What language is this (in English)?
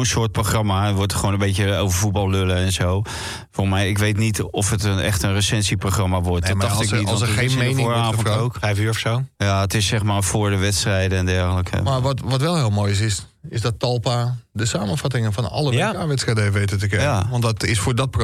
Dutch